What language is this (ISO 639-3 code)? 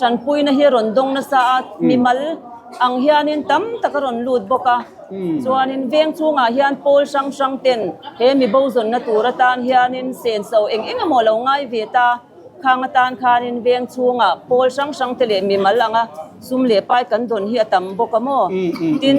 lus